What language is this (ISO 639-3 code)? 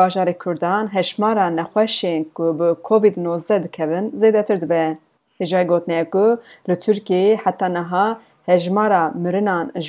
kur